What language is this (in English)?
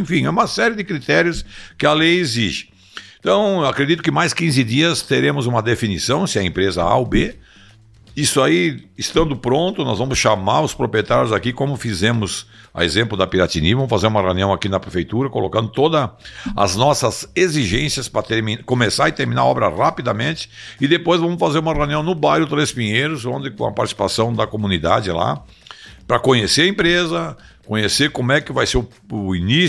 Portuguese